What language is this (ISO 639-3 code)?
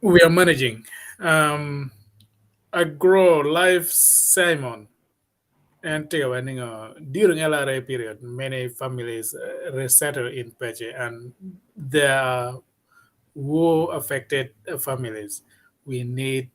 ach